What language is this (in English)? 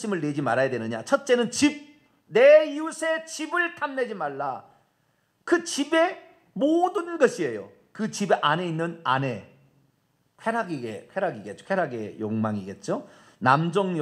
Korean